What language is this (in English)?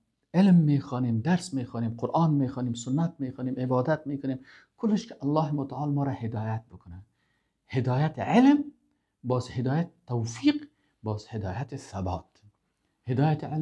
Persian